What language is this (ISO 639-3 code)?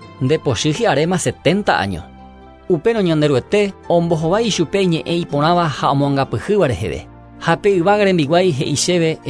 grn